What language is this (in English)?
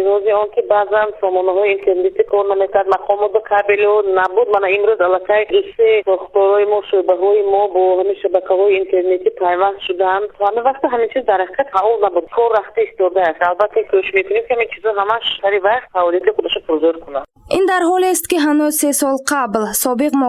Tajik